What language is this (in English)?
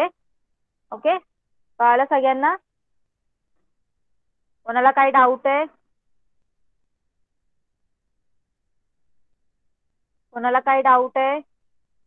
Marathi